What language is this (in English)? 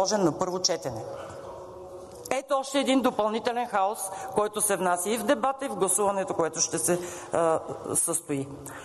Bulgarian